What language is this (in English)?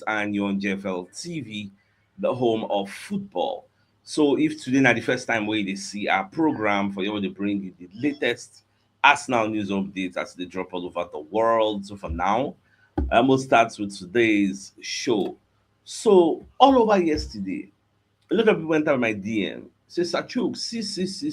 Nigerian Pidgin